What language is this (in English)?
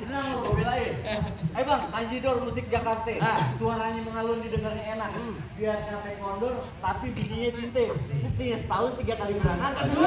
Betawi